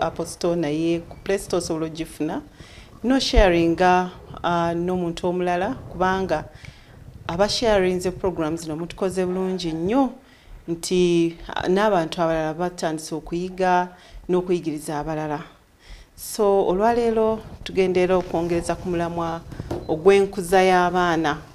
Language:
Ganda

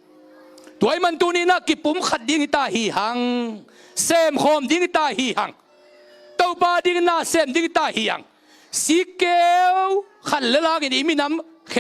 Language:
Tedim Chin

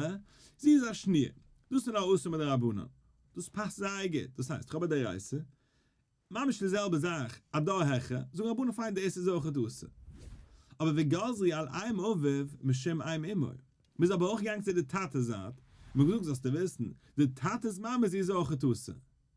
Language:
Yiddish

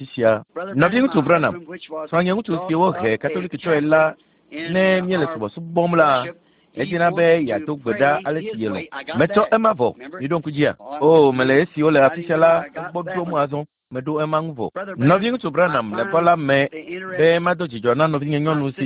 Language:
Ewe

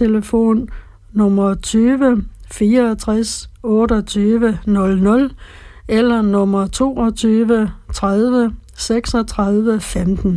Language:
Danish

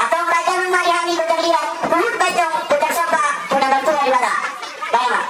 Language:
Batak Toba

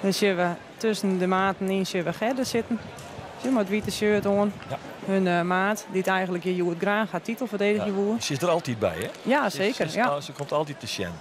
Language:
Western Frisian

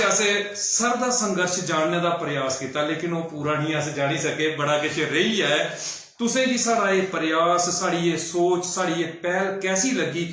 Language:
Dogri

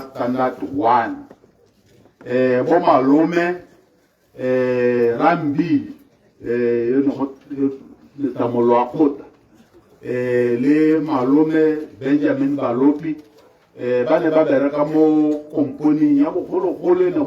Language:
Tswana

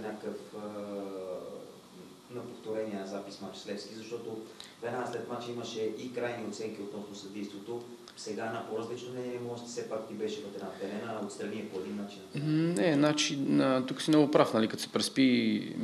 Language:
Bulgarian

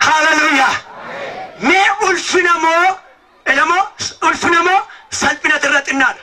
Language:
Oromo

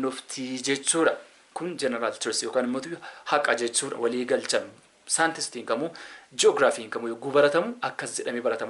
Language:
Oromo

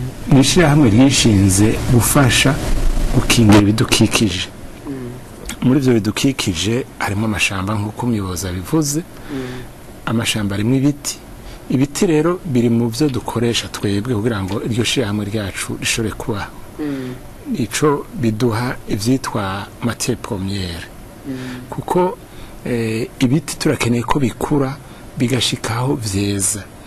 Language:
Rundi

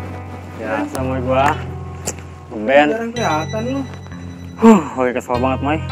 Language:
Betawi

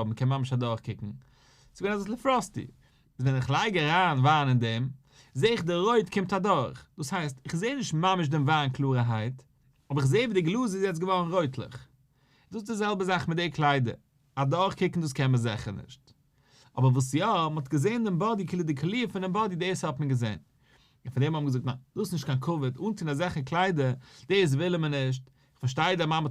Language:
Yiddish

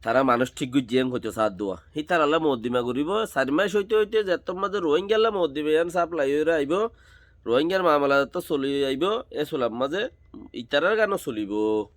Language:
Rohingya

